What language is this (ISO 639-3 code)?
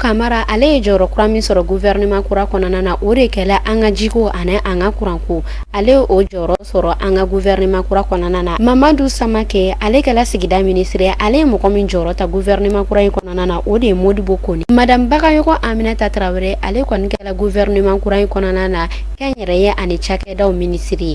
bam